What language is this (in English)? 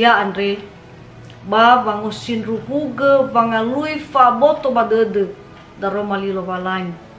Nias